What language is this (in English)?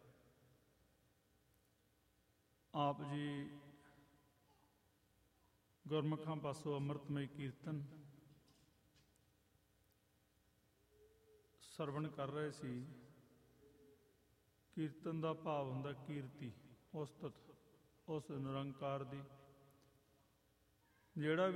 Punjabi